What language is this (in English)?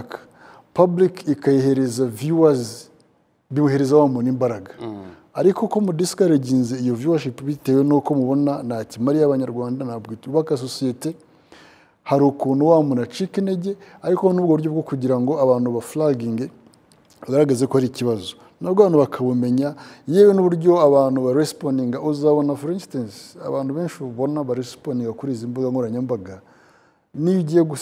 Kinyarwanda